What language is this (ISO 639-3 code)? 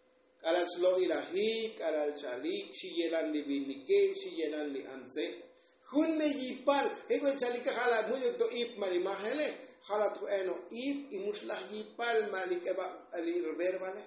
tzo